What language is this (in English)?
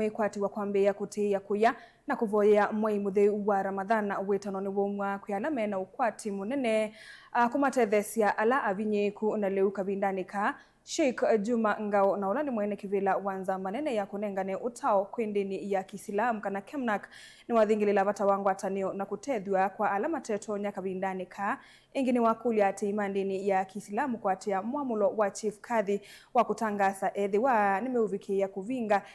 Kamba